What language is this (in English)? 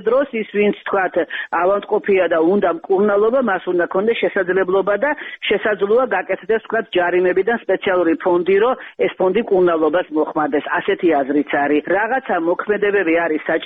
Georgian